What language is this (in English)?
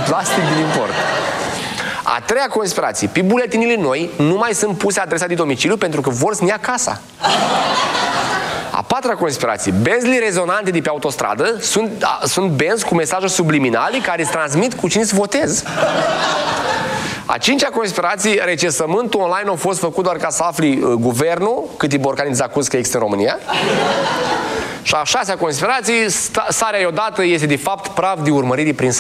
Romanian